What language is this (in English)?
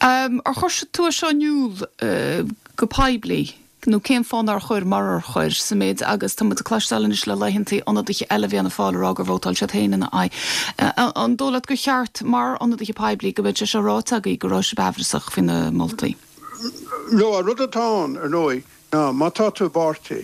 Irish